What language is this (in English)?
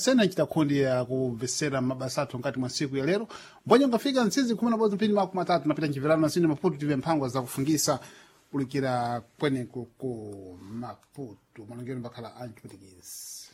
Sena